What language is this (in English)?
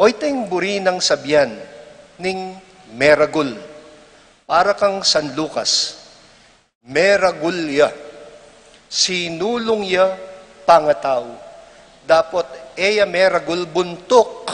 Pampanga